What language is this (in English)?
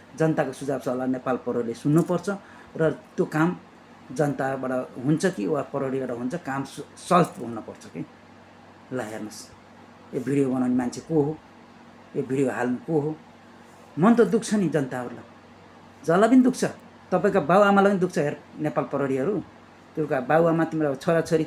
Nepali